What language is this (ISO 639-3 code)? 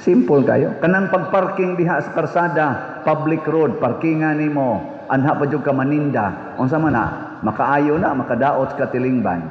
ceb